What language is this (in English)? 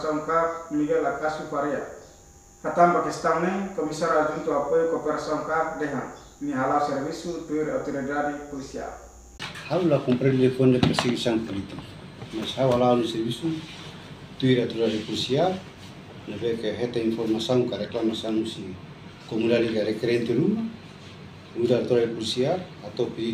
Tetum